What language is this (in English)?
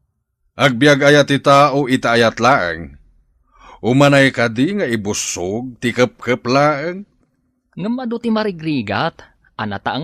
Iloko